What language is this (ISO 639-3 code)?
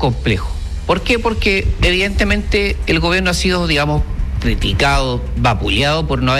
spa